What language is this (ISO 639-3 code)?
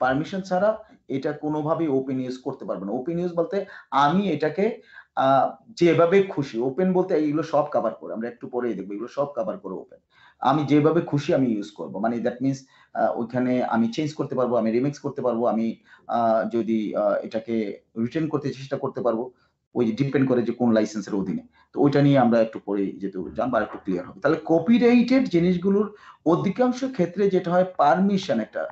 ben